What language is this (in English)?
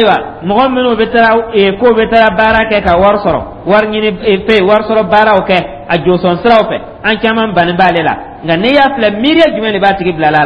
Dyula